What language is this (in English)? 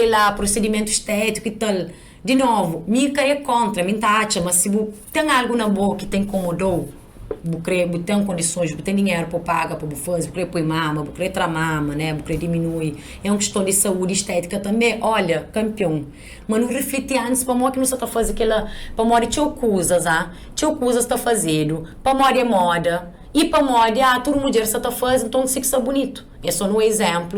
Kabuverdianu